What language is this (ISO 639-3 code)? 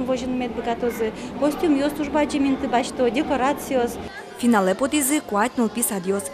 udm